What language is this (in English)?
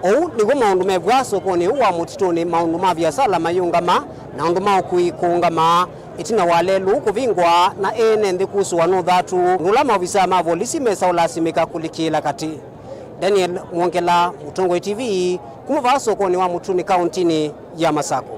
Kamba